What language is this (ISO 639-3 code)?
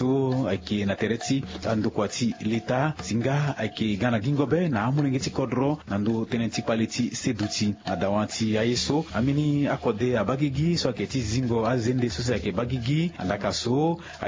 sag